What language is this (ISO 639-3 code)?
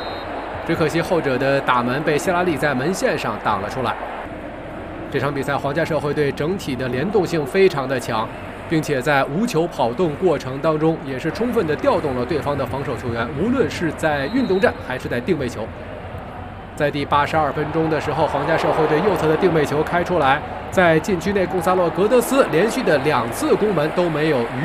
zho